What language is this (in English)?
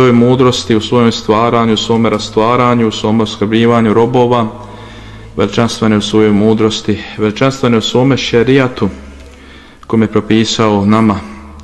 Bosnian